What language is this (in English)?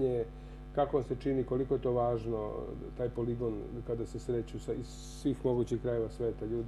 Serbian